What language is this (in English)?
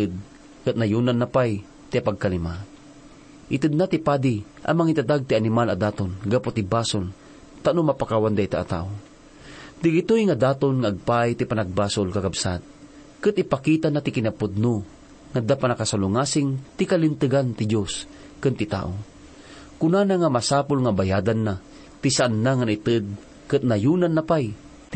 Iloko